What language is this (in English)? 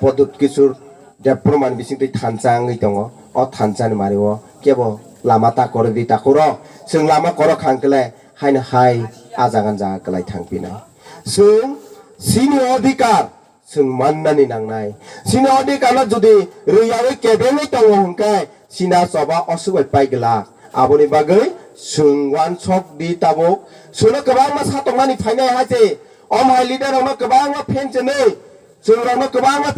Kok Borok